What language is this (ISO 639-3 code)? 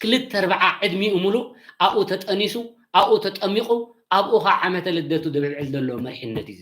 tir